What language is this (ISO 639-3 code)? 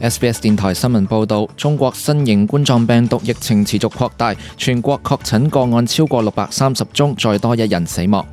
yue